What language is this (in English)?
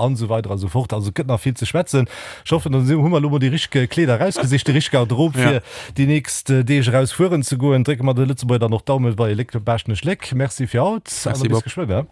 Luxembourgish